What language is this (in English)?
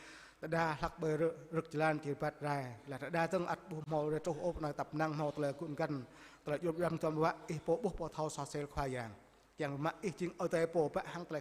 Jarai